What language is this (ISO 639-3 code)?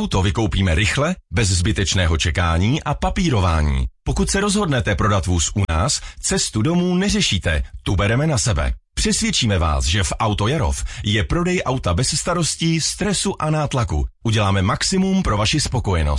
ces